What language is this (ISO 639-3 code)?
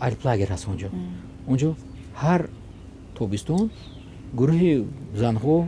tgk